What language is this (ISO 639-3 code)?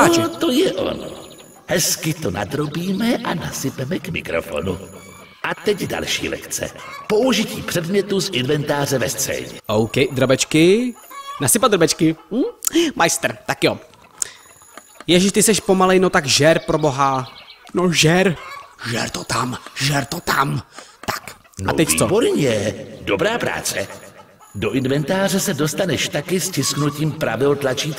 ces